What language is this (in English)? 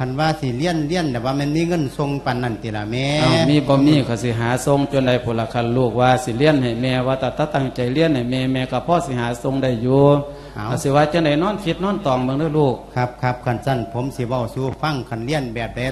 Lao